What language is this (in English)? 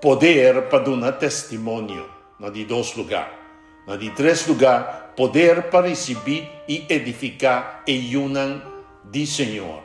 Papiamento